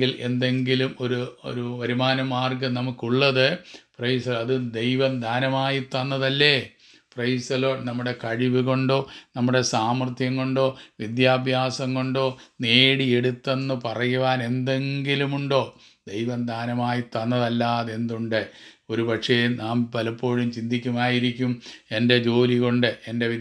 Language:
Malayalam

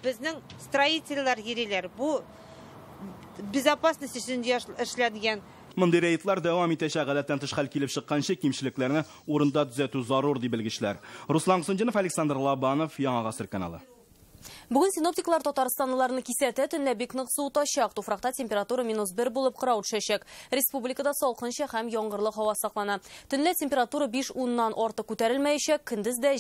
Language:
Tatar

